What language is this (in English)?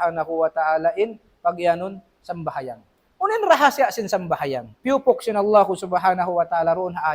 Tausug